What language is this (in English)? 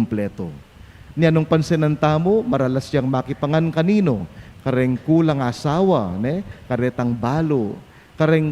Pampanga